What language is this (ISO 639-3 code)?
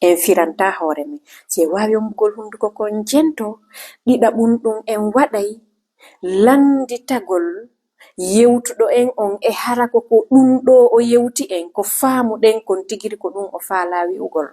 ful